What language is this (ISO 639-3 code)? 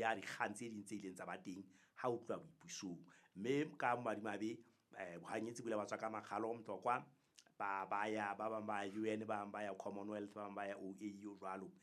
sot